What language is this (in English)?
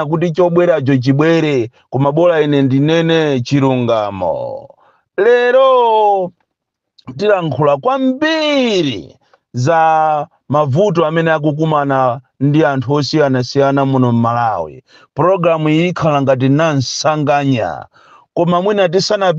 Nyanja